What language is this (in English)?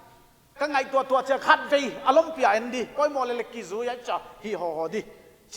Paite Chin